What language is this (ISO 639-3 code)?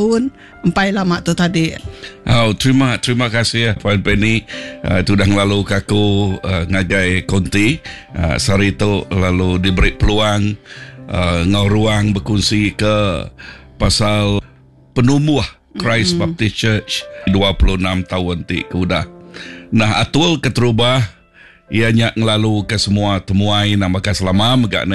iba